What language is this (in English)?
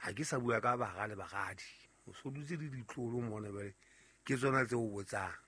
Southern Sotho